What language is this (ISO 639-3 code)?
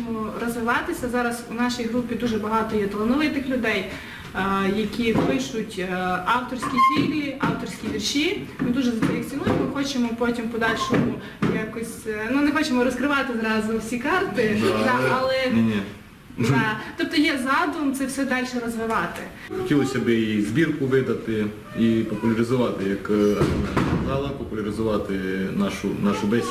rue